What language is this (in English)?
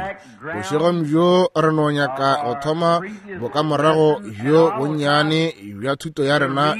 Northern Sotho